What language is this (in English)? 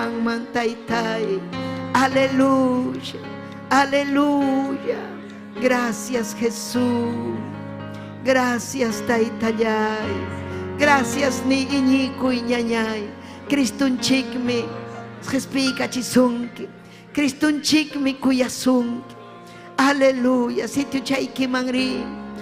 Ayacucho Quechua